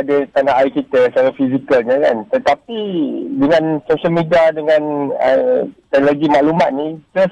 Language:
Malay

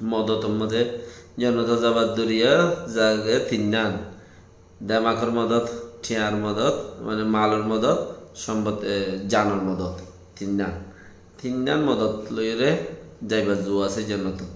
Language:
Rohingya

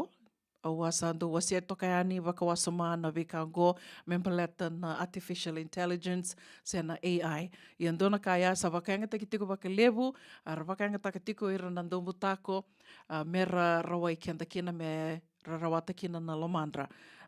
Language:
Fijian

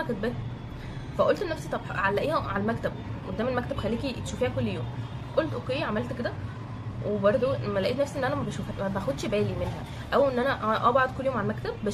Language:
Egyptian Arabic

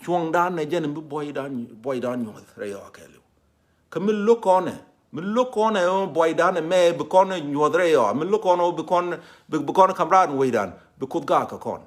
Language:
Nuer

